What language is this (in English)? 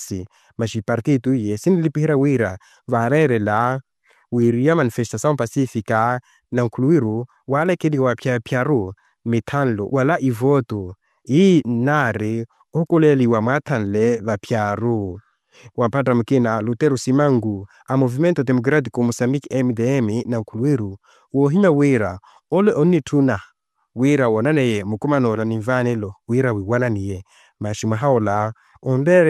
Makhuwa